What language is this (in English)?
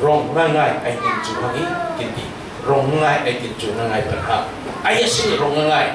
Falam Chin